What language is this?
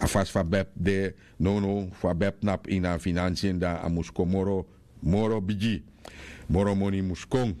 Sranan Tongo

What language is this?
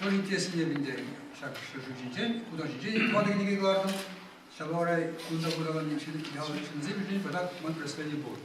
Chuvash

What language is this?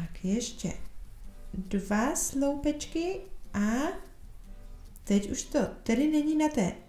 Czech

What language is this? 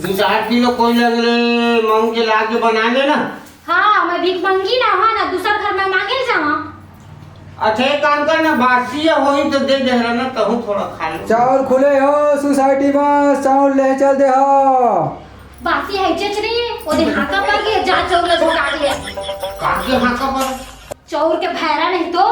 Chhattisgarhi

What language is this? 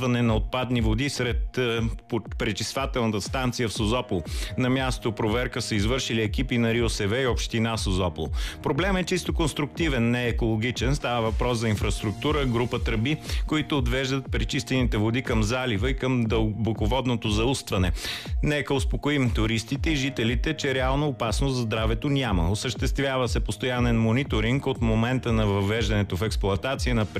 Bulgarian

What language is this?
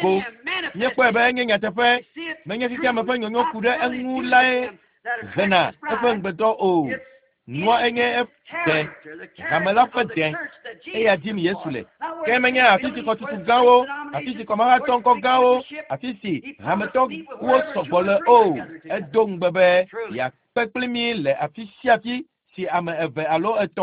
Ewe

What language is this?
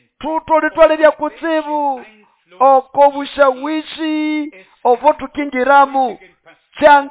Nande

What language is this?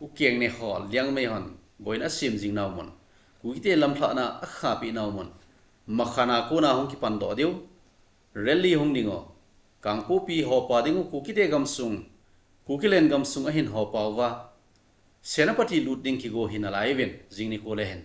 Thado Chin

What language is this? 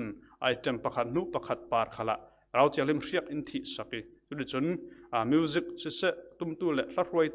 Falam Chin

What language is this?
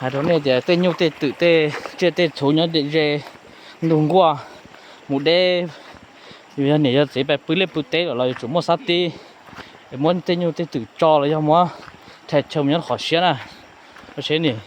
Hmong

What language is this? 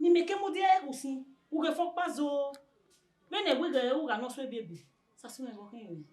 Bini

